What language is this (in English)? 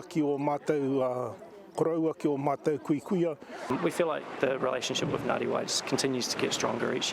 Māori